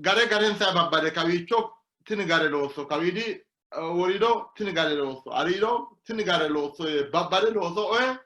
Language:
Sidamo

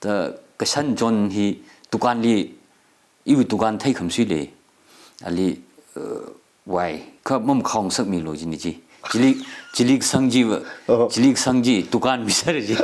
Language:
Tangkhul Naga (India)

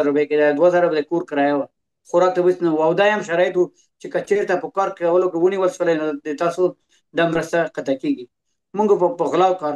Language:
Pashto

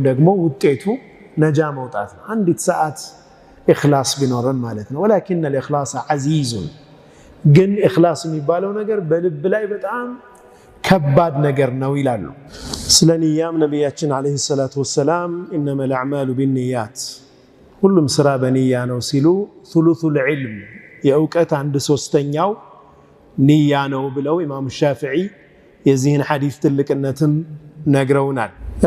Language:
Amharic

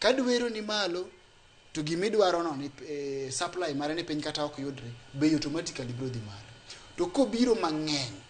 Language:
Luo (Kenya and Tanzania)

